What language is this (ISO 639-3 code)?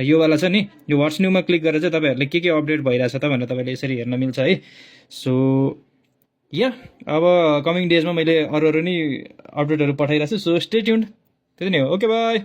nep